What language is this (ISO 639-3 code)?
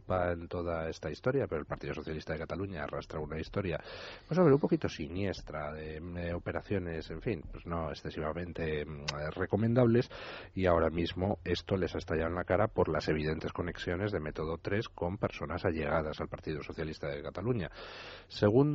spa